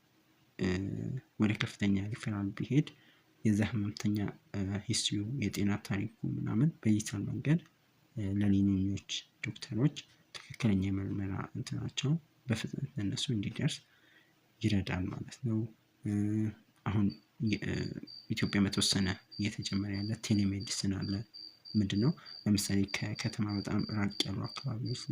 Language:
Amharic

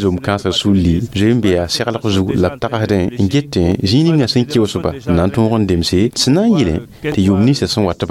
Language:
Mossi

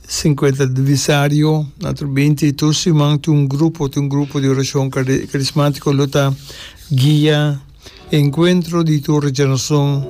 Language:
Papiamento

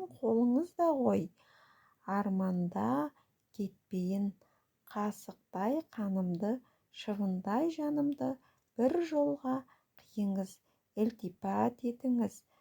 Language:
Kazakh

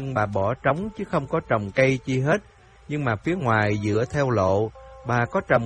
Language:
Vietnamese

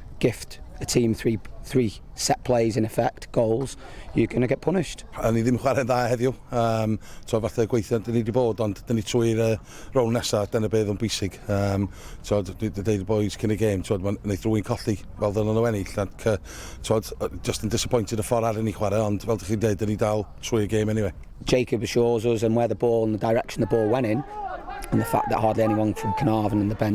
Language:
Welsh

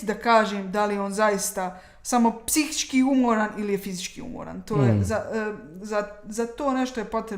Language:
Bosnian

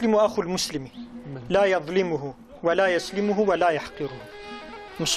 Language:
Kurdish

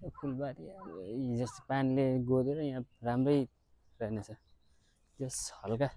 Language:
Nepali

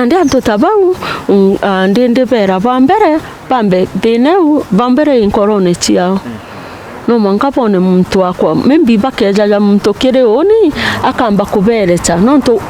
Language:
Meru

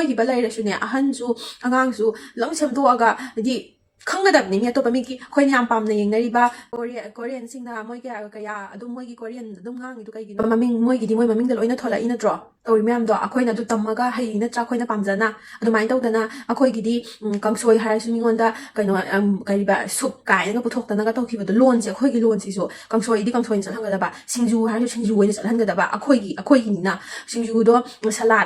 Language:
Manipuri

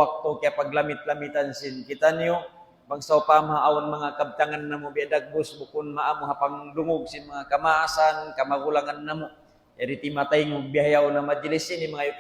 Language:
Tausug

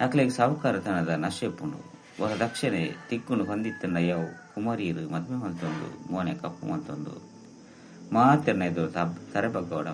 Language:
Tulu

